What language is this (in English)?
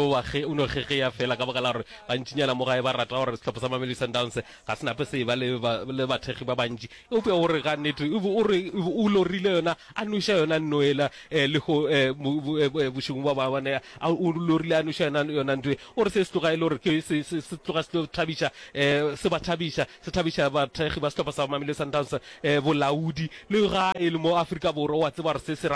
Northern Sotho